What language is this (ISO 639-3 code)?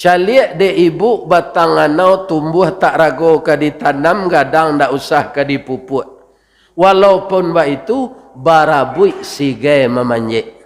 min